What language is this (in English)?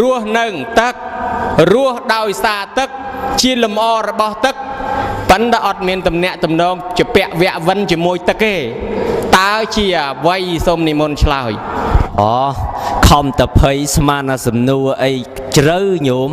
Khmer